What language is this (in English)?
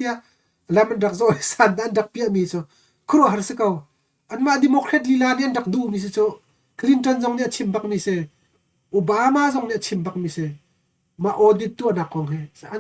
Hakha Chin